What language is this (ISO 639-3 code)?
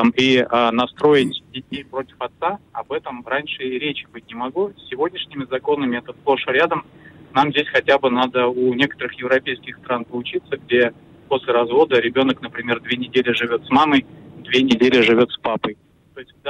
rus